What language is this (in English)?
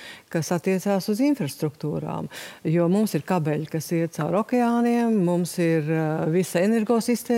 Latvian